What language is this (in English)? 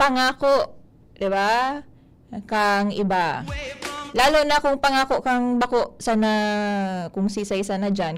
Bikol